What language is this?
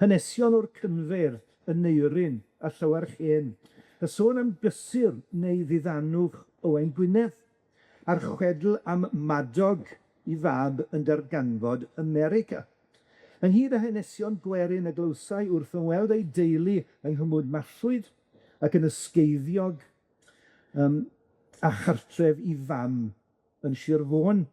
Welsh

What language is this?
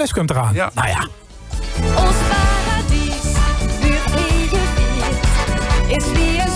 Limburgish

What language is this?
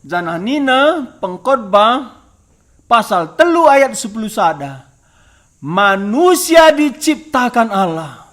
Batak Karo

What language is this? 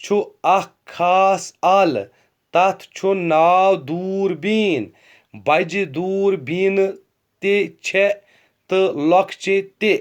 Kashmiri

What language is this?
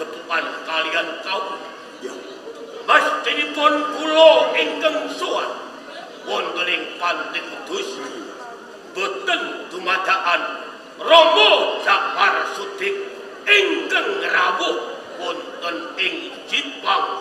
Javanese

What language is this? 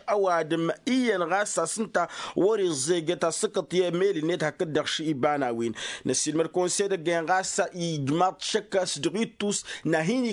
Tamasheq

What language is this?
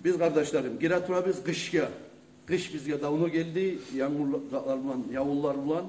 Kumyk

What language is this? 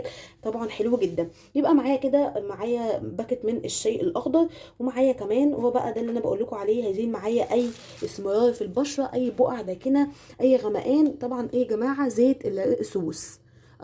Egyptian Arabic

